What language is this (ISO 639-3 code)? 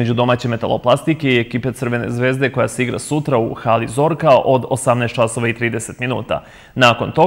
srp